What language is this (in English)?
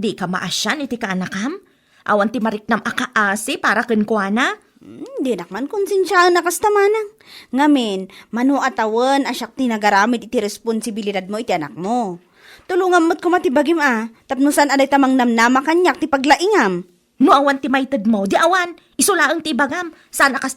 Iloko